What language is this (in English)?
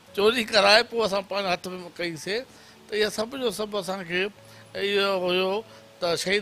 Sindhi